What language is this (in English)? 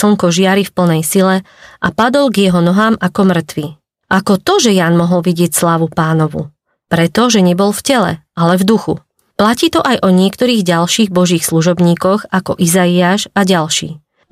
Slovak